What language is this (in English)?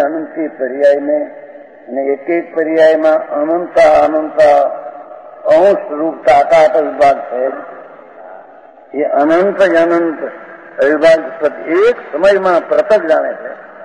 Gujarati